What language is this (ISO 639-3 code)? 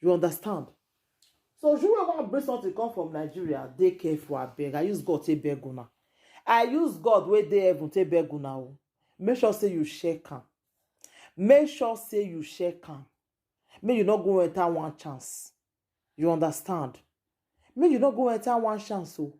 pcm